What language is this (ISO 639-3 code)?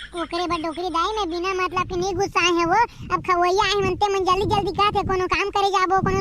hne